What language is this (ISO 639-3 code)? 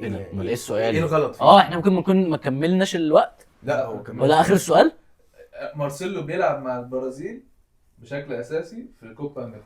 arz